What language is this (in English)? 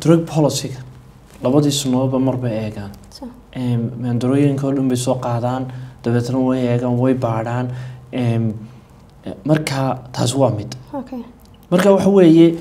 Somali